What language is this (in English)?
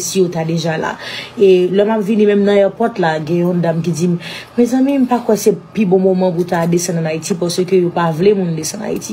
Haitian Creole